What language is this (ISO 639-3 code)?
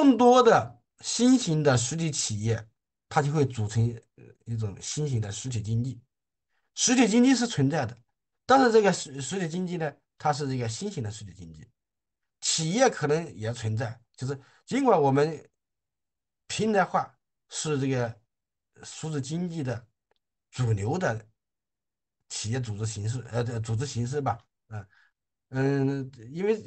zho